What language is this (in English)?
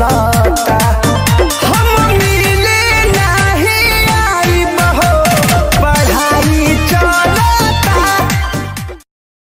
Bhojpuri